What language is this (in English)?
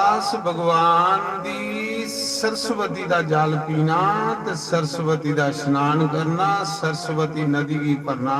Dogri